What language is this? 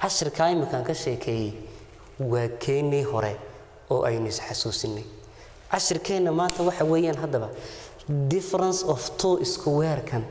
Somali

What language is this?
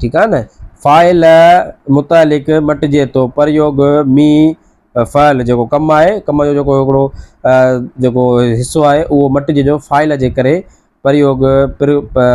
Sindhi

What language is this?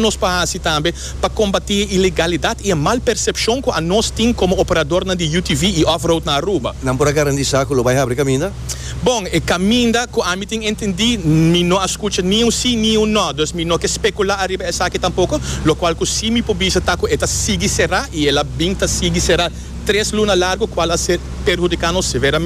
Papiamento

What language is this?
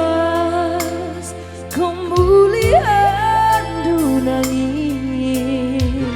Batak Karo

